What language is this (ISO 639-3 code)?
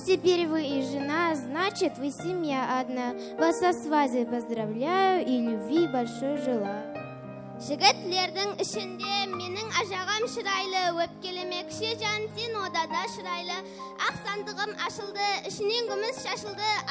kaa